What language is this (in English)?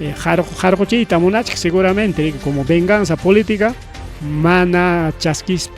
Ayacucho Quechua